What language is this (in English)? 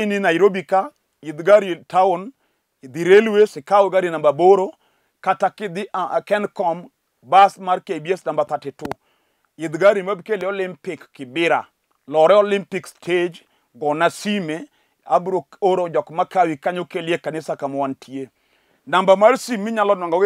Luo (Kenya and Tanzania)